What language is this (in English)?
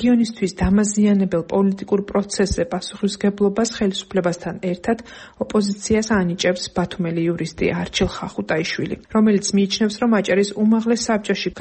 Georgian